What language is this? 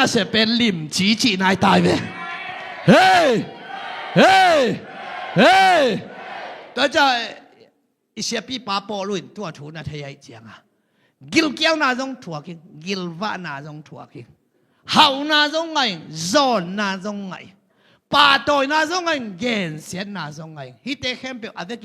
Tedim Chin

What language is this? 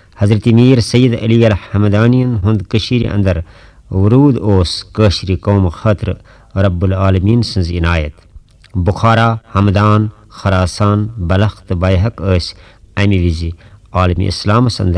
Kashmiri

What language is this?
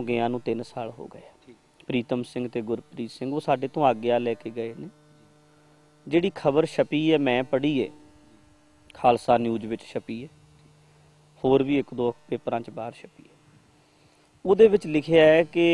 Punjabi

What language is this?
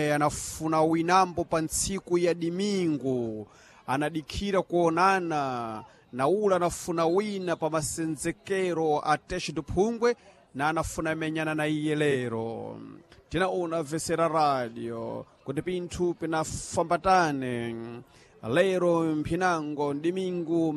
Sena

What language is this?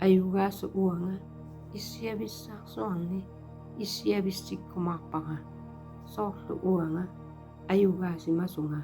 Kalaallisut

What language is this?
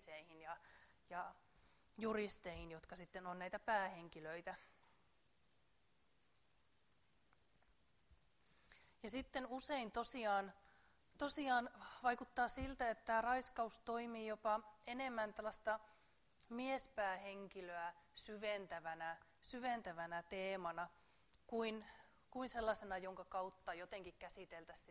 Finnish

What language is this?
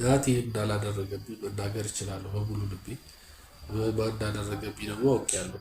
Amharic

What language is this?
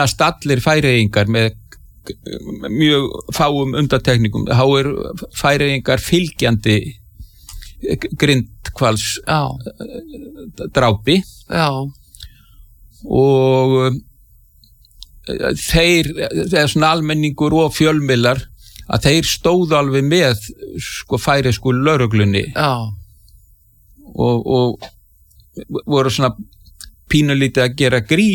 Icelandic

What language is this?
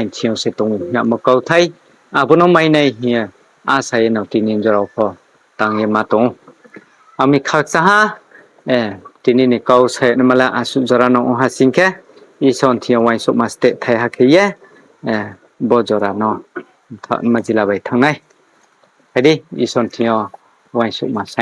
Riang (India)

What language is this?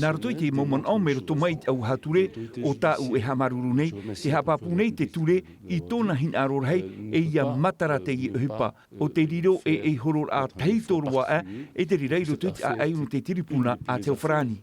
Tahitian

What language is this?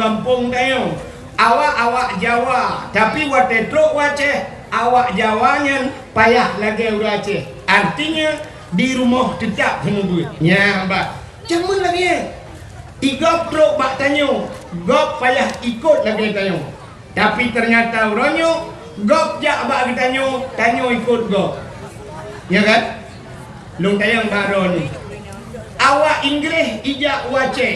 Achinese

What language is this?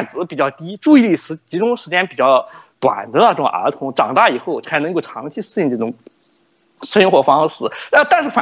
Chinese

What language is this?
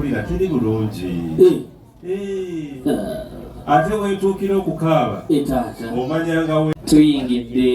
Ganda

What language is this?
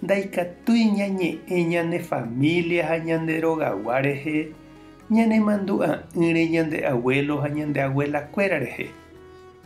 Guarani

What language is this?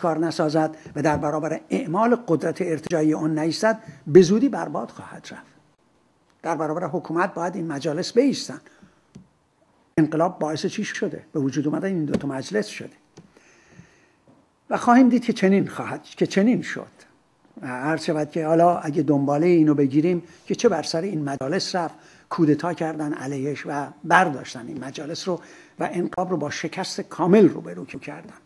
Persian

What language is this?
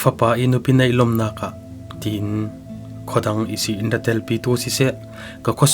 Falam Chin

